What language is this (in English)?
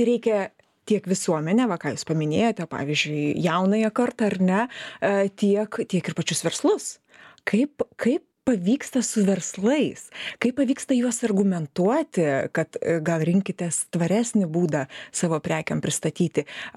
Lithuanian